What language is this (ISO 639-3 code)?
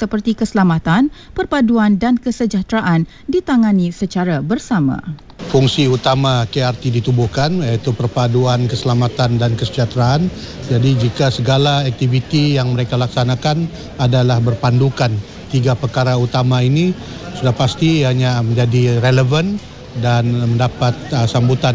msa